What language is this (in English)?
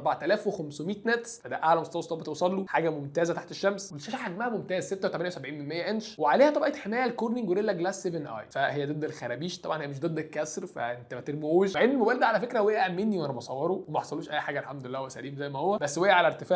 Egyptian Arabic